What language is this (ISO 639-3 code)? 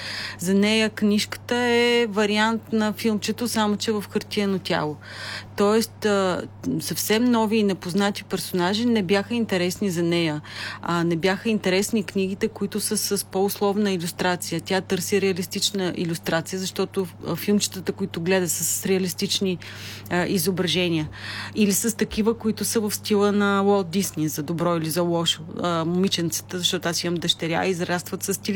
bul